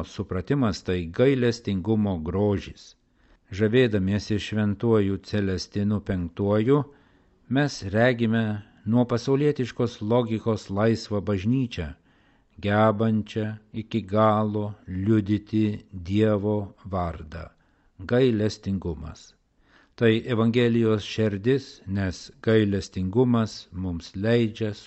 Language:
Lithuanian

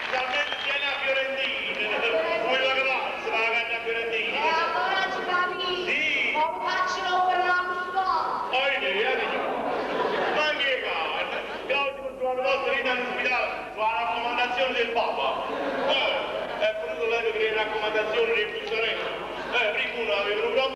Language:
Neapolitan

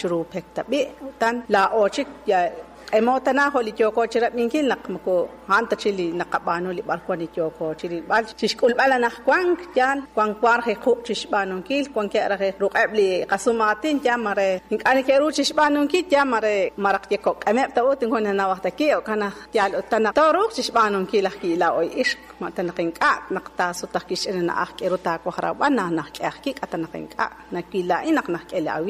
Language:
Kekchí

